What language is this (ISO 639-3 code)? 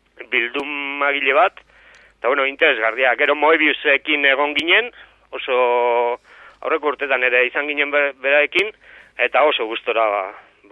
eus